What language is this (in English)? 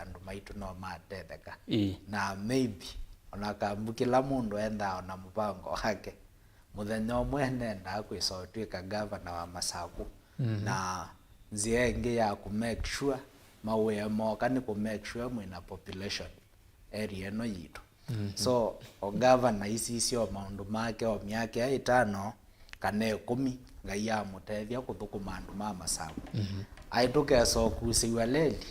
Kamba